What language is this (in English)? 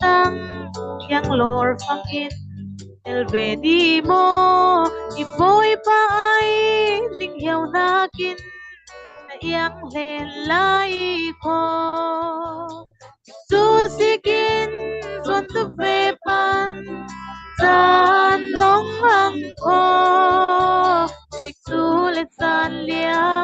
Falam Chin